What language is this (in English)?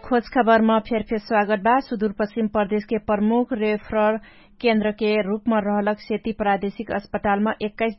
Dangaura Tharu